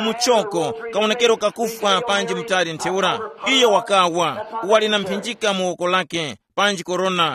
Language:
Tumbuka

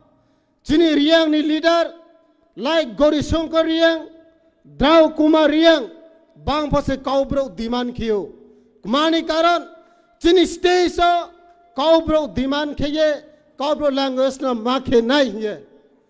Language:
Kok Borok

